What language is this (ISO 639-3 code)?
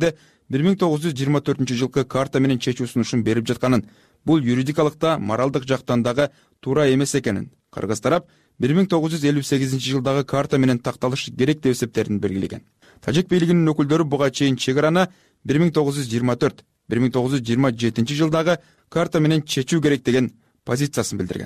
kir